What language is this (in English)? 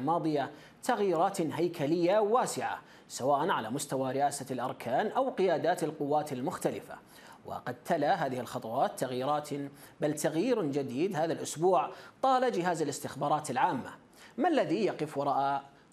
Arabic